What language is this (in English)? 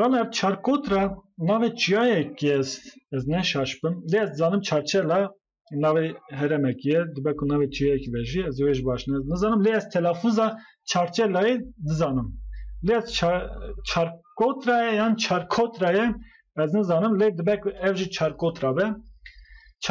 Kurdish